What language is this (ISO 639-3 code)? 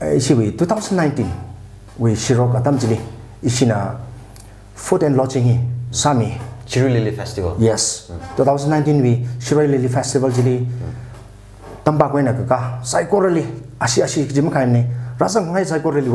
nmf